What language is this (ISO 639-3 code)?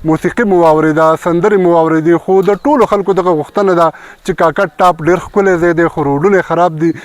pus